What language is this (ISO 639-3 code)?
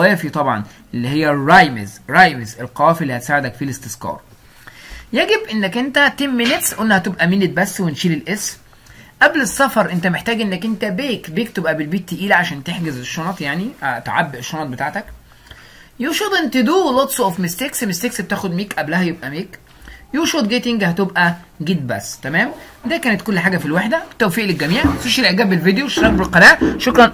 arz